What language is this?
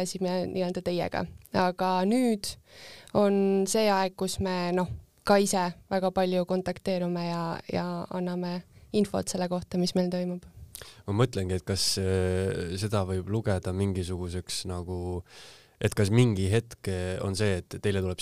Estonian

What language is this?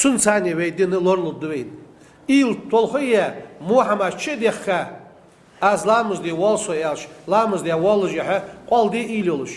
Ingush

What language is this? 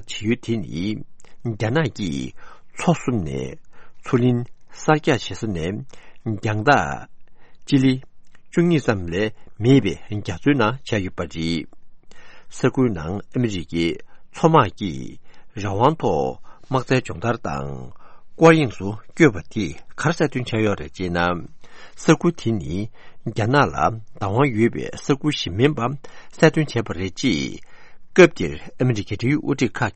Tibetan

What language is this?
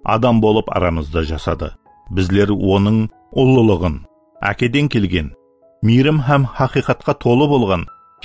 Kara-Kalpak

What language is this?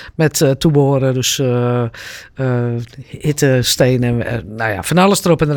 Dutch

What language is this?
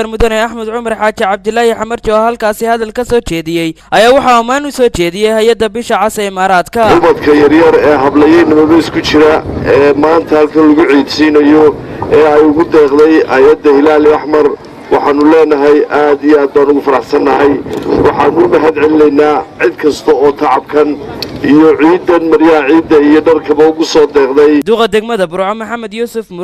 Somali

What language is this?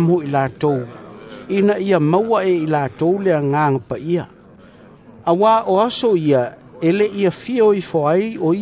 Samoan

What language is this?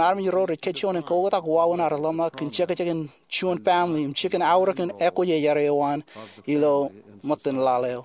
Marshallese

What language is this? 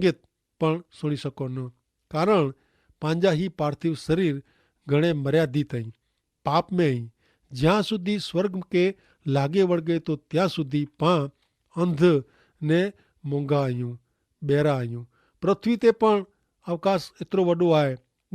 Kachhi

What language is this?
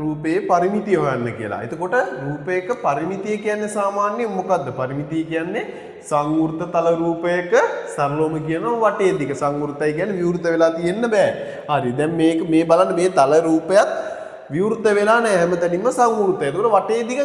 Sinhala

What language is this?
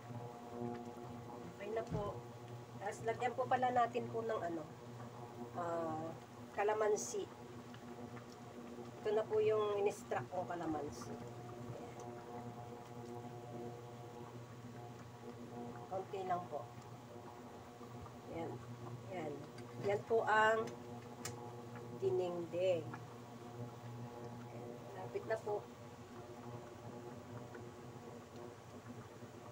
Filipino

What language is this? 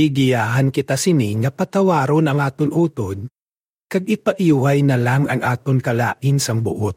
Hiligaynon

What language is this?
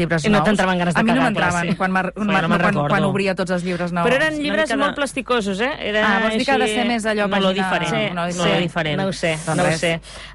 Catalan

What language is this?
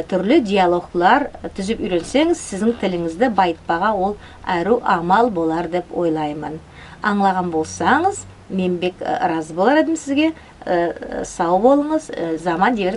Nogai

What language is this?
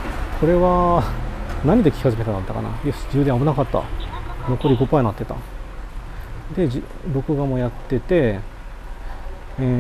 Japanese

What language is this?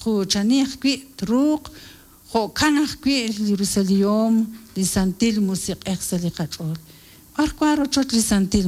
Kekchí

